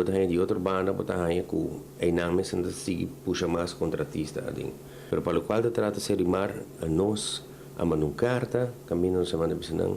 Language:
Papiamento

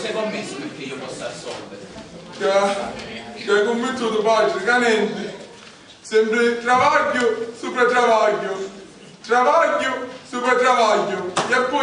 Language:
Sicilian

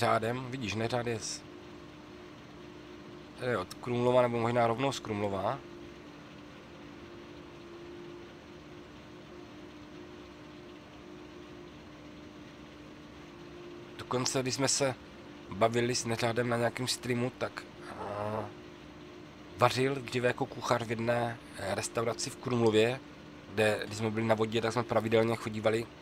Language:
Czech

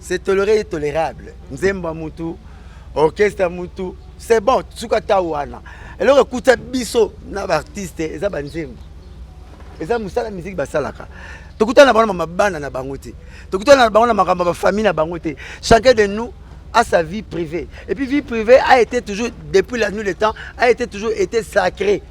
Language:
Lingala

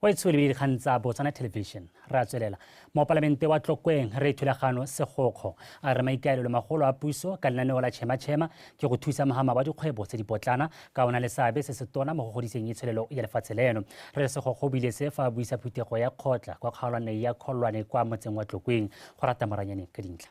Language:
Tswana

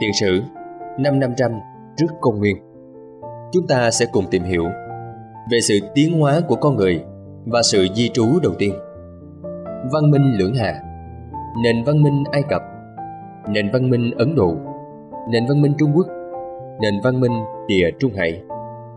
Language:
Vietnamese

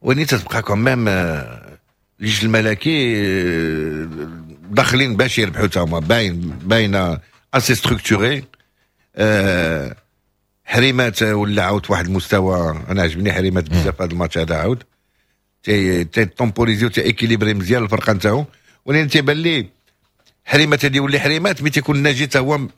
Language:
Moroccan Arabic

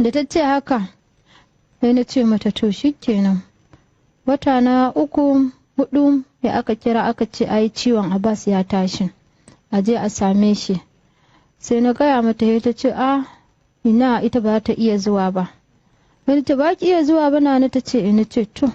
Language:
Hausa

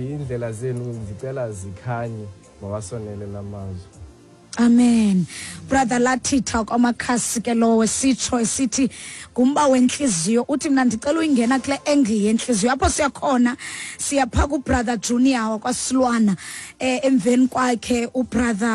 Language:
Xhosa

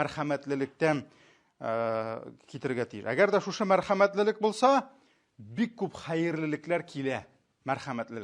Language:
Tatar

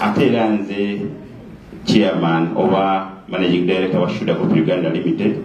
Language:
Soga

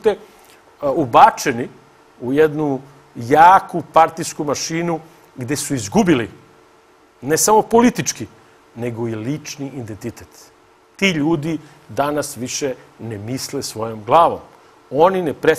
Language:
Serbian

